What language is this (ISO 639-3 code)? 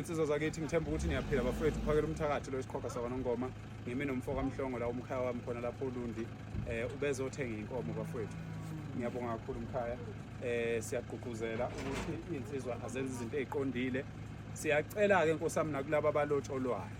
zul